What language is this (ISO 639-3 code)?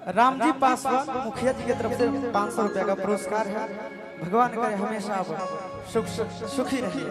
mag